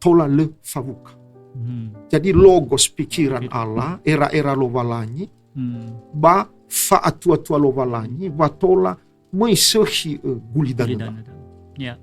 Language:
Nias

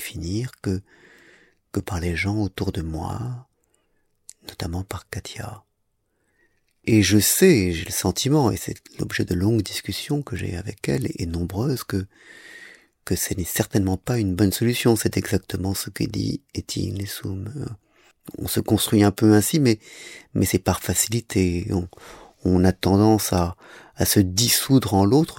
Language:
French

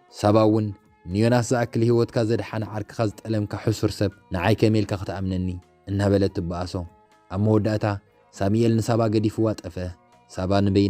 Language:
Tigrinya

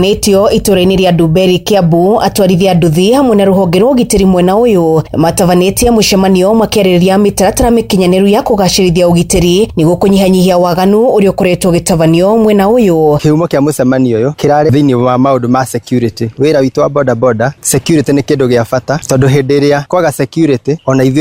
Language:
Kikuyu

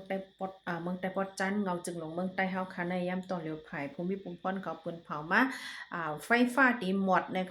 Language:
Shan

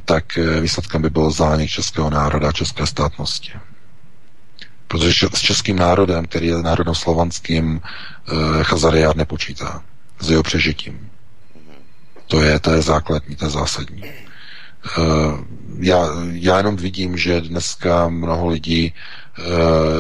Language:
Czech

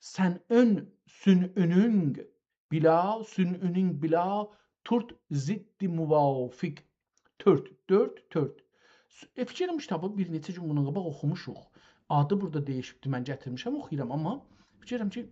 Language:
South Azerbaijani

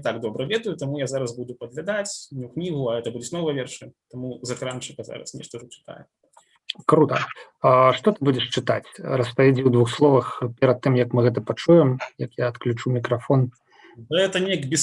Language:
Belarusian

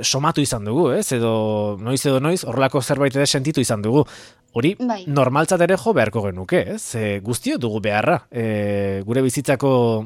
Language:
Basque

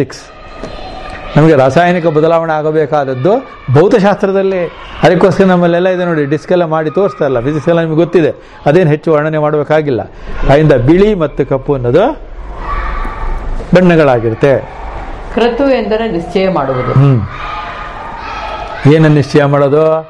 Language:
Kannada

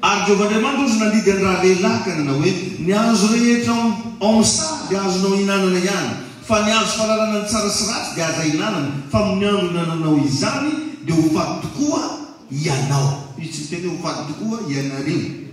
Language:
Malagasy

